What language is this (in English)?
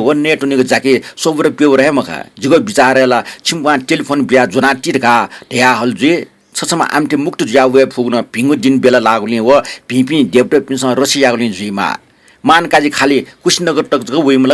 Newari